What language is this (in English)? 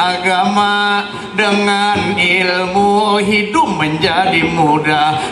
Banjar